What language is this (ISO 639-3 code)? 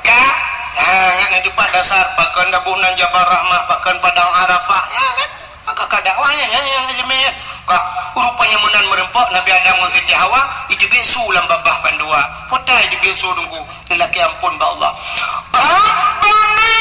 ace